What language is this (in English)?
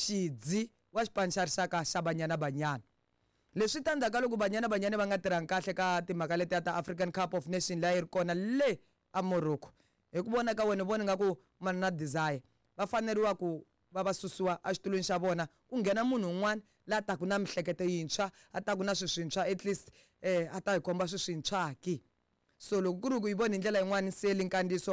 Tsonga